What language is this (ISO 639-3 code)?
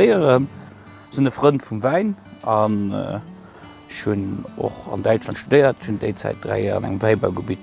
ltz